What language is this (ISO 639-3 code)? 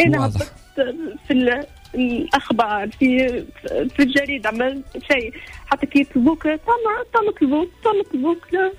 aeb